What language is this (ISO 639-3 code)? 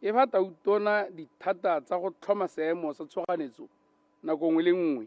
tsn